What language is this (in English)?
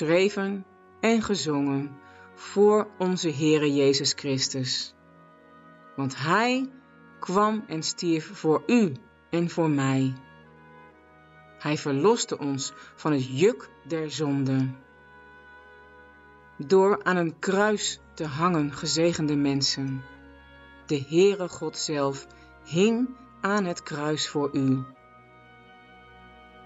Dutch